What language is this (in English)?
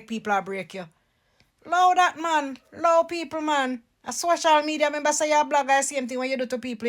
Jamaican Creole English